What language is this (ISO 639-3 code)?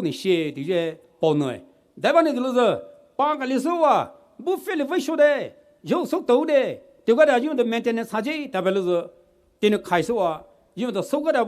pmx